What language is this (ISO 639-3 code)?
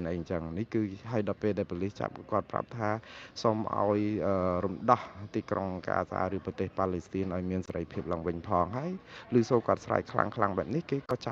khm